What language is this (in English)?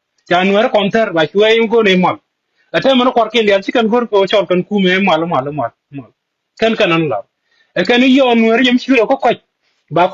Nuer